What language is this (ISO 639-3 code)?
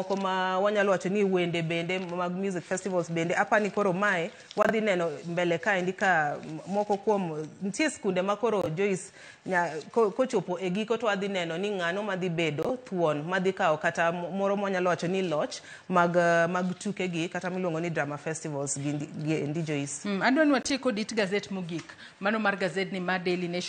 luo